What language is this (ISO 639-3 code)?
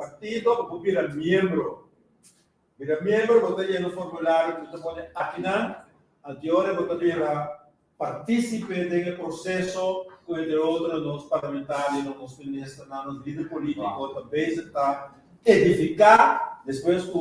pap